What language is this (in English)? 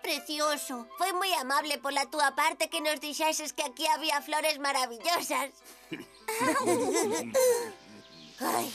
Galician